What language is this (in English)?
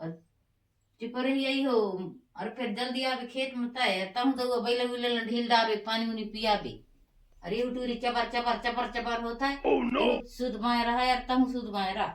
Chhattisgarhi